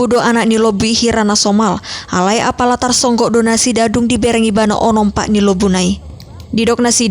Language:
Batak Toba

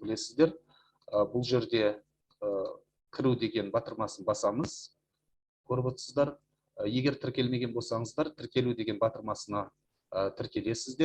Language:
Kazakh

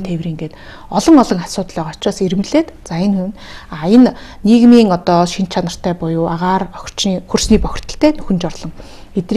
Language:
Mongolian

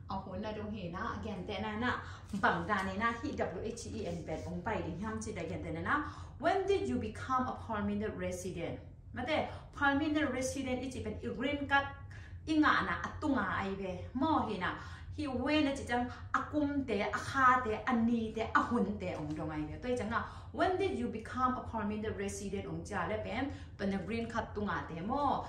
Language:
Tedim Chin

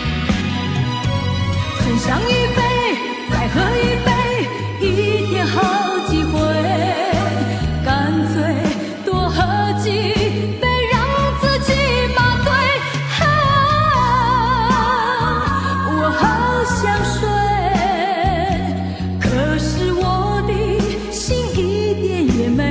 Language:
Chinese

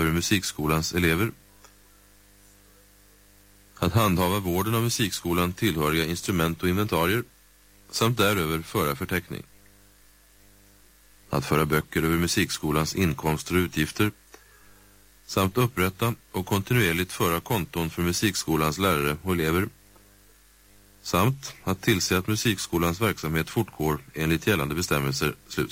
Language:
Swedish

